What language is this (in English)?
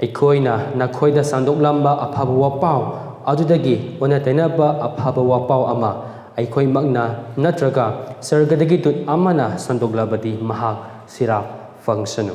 Manipuri